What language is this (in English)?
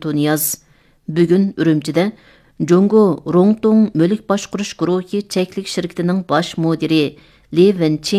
Uyghur